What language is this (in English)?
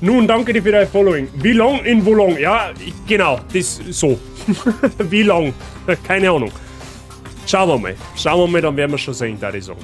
Bavarian